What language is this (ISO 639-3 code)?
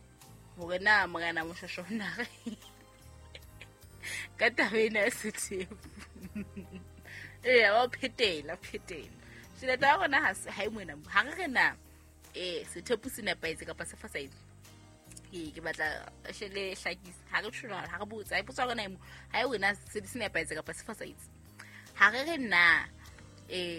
sot